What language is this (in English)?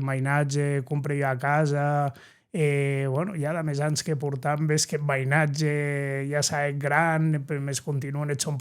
Occitan